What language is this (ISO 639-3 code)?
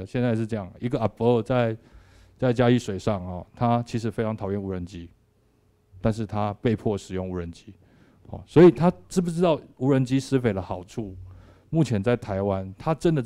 zho